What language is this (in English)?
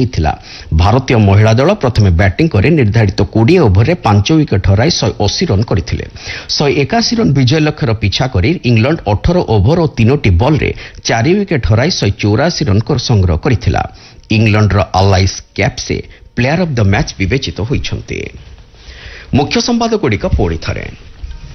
Odia